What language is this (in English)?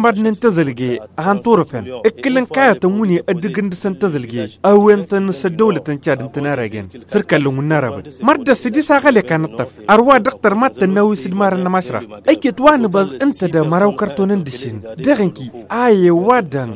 Tamasheq